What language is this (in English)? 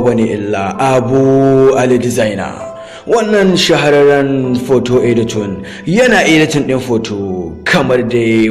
Hausa